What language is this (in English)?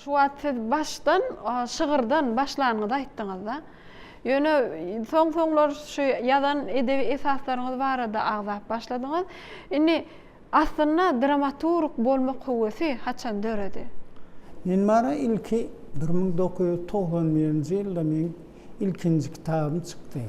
Turkmen